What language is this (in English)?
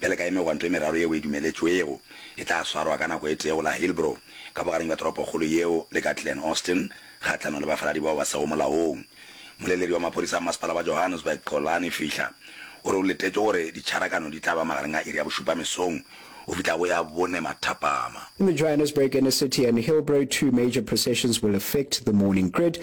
Northern Sotho